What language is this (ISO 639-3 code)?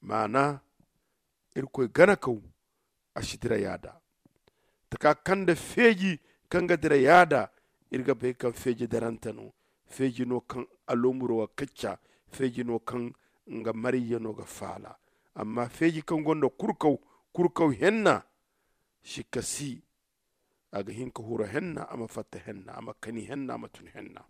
dje